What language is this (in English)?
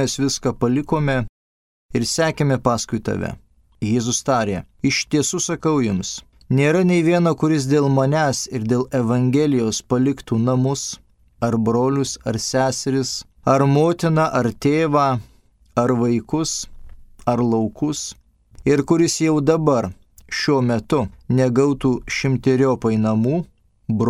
Lithuanian